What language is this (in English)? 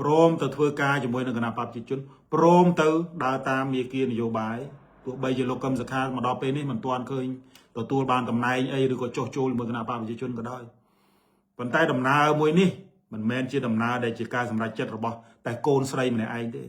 Khmer